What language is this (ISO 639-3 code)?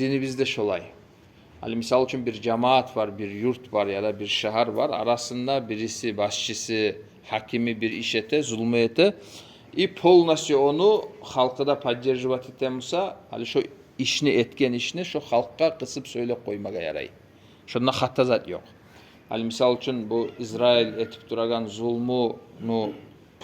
kum